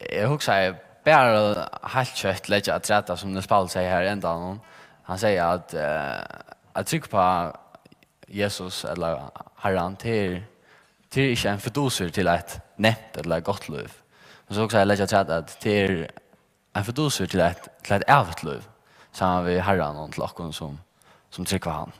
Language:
Faroese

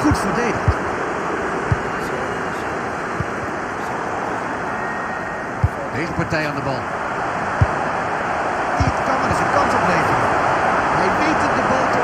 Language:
Dutch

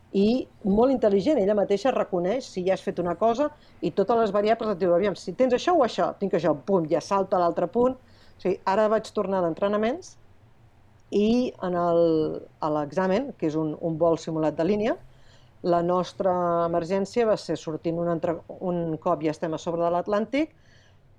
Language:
Catalan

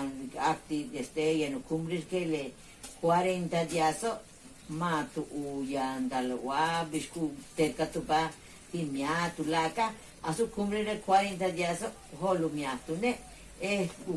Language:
Yucateco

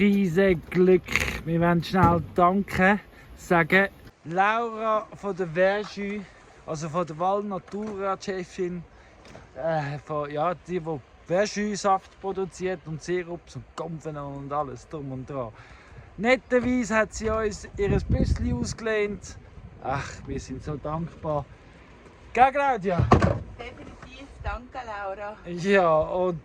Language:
Swiss German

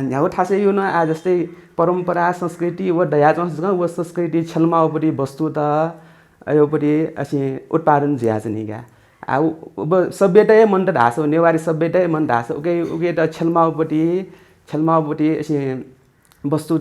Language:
Newari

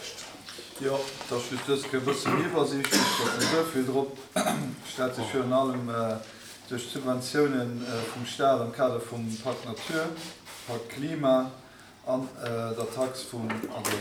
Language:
Luxembourgish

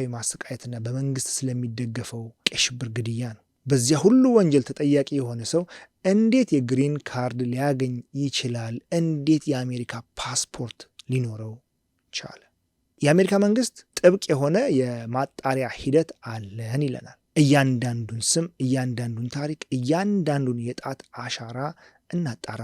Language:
Amharic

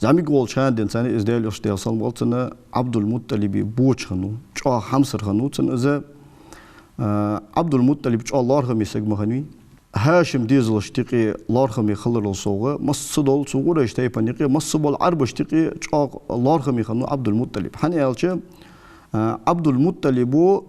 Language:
Ingush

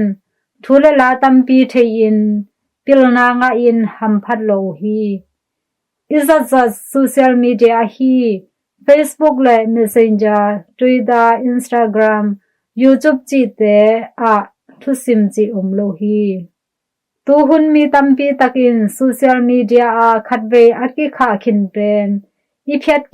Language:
Tedim Chin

